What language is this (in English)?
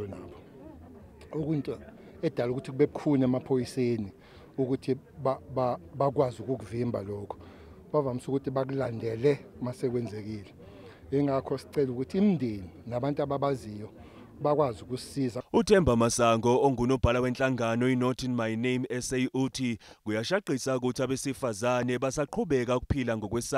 Zulu